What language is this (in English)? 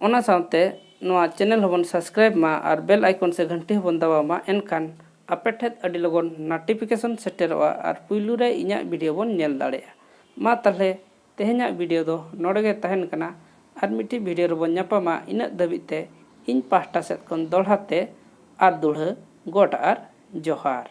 Santali